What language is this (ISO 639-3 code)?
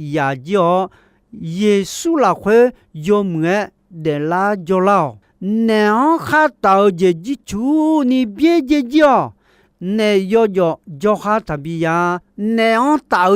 ahk